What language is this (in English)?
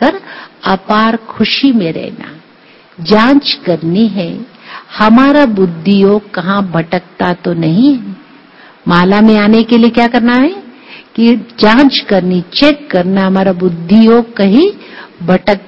Hindi